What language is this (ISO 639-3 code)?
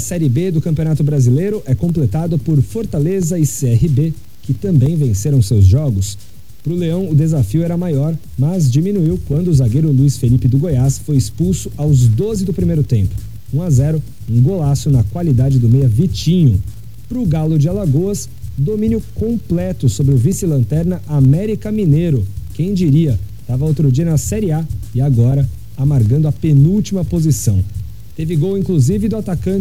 por